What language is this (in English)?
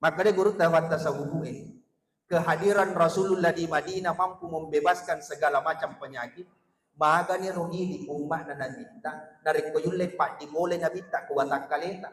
Buginese